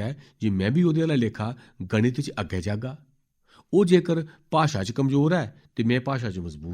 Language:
Dogri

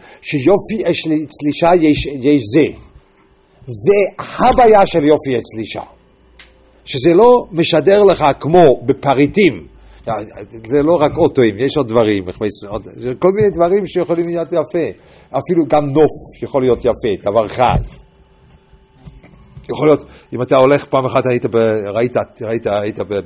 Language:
Hebrew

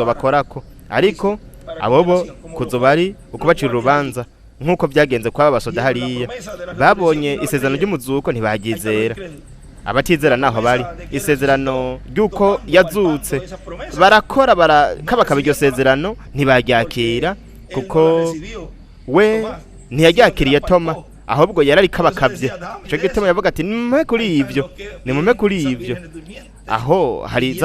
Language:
Rundi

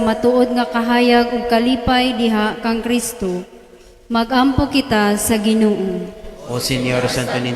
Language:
Cebuano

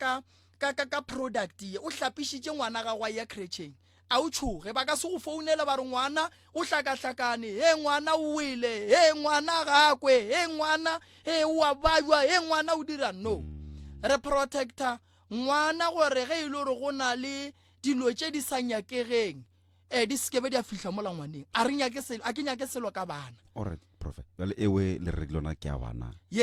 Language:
Northern Sotho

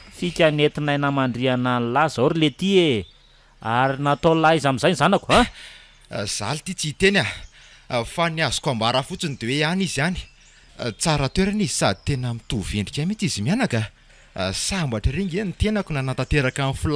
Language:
Malagasy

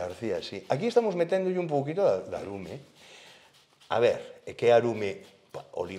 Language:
Galician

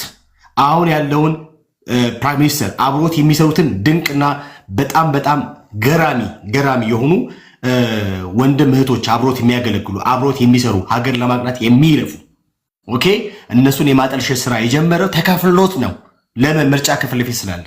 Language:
Amharic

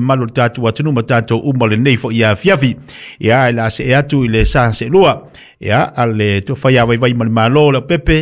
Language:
Samoan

